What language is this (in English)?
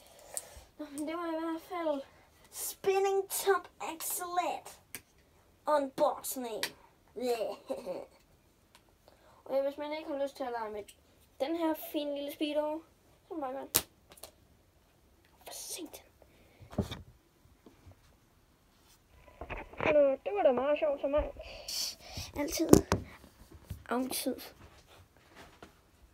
Danish